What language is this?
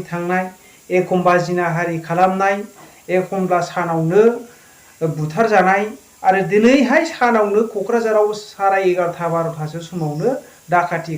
Bodo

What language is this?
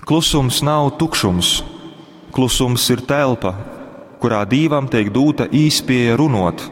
Latgalian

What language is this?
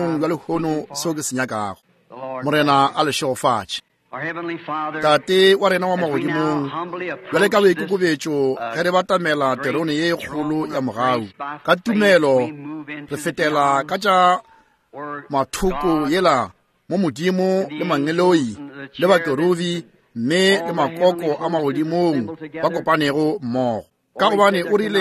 Northern Sotho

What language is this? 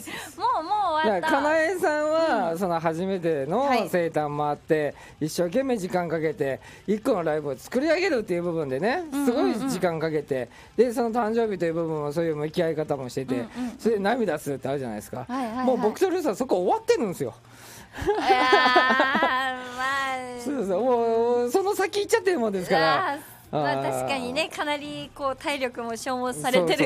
Japanese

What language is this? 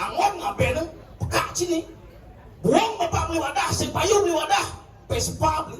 Balinese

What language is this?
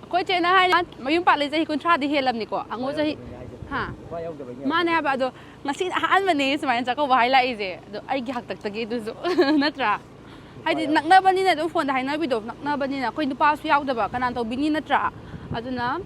Manipuri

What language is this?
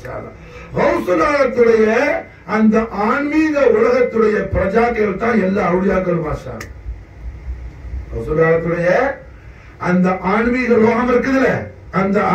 Tamil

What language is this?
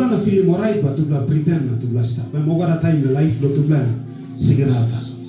Tok Pisin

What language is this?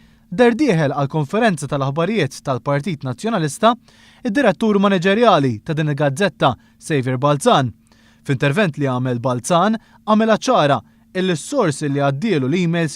Maltese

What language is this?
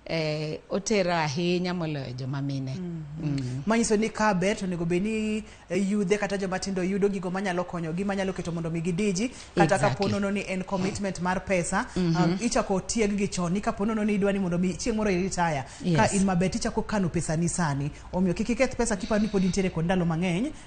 Luo (Kenya and Tanzania)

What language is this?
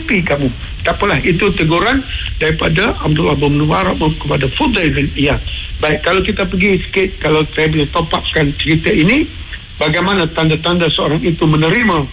Malay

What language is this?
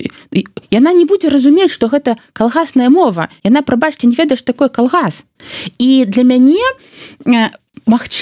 Belarusian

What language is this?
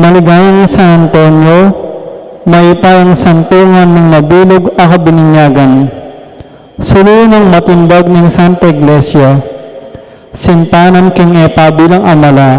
Pampanga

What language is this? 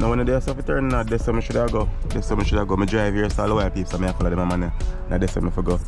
Jamaican Creole English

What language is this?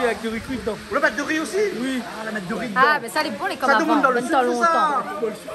Réunion Creole French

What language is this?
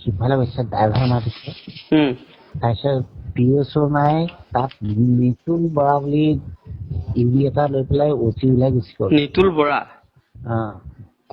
Assamese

